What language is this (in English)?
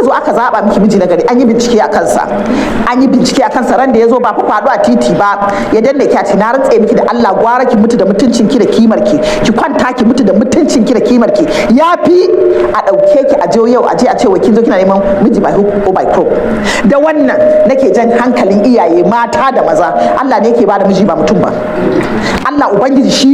Hausa